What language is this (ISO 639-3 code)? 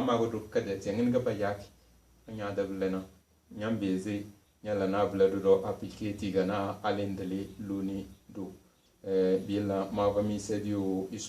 kdh